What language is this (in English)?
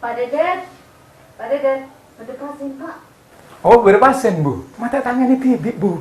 Madurese